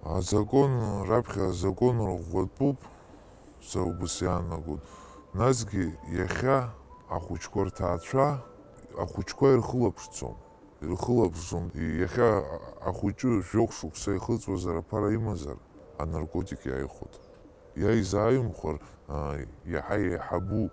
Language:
Abkhazian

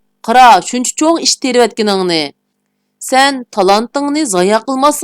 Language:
Uyghur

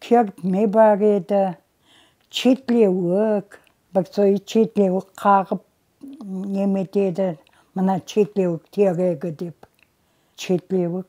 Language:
Crimean Tatar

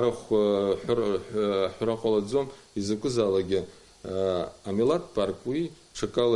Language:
Abkhazian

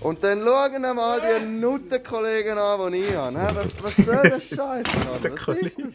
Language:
Swiss German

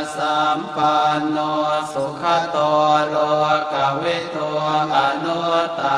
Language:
Pali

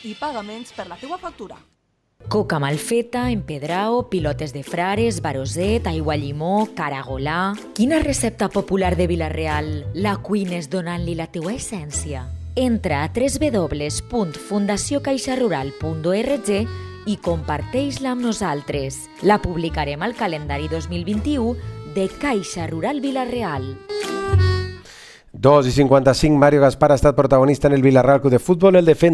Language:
Catalan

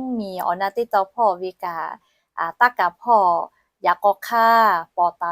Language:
Lahu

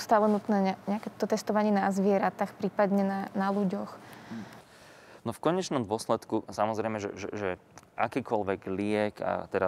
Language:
Slovak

